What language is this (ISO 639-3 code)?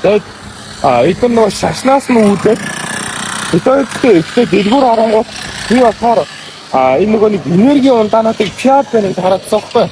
mon